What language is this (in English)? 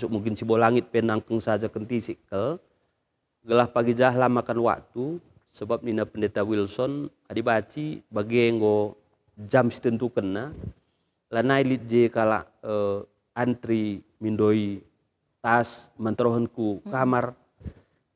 Batak Karo